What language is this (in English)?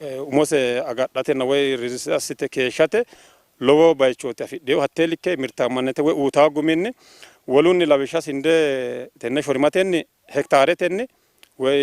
Sidamo